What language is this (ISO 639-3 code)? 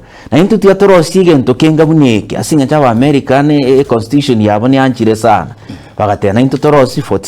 guz